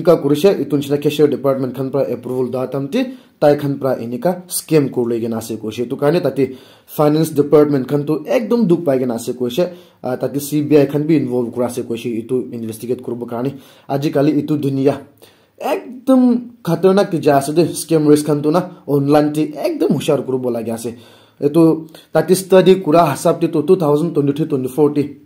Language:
Naga Pidgin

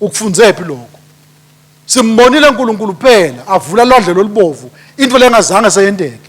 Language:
Swati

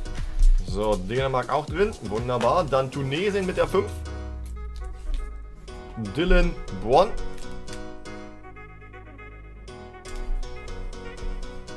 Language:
German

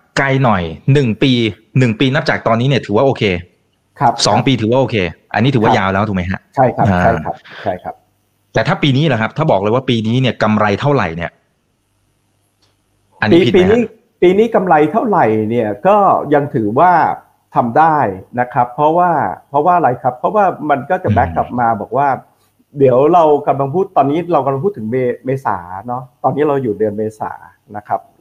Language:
Thai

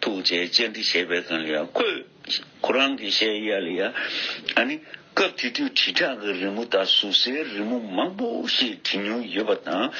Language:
Tibetan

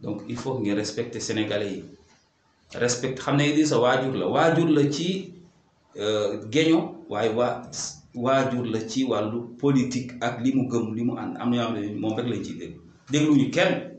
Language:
Wolof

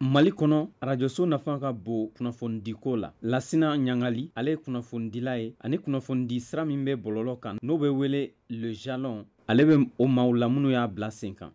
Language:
Bambara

